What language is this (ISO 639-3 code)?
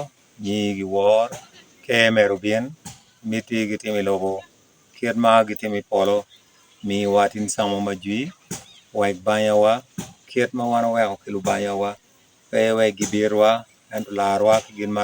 ach